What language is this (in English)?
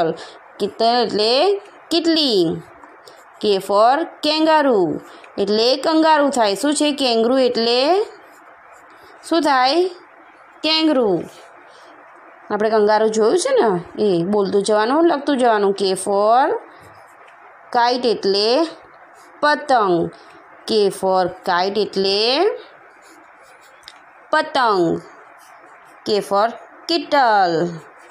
Gujarati